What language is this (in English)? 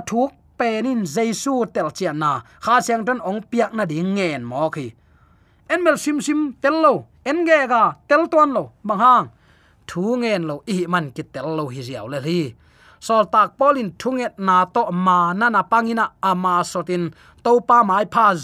Tedim Chin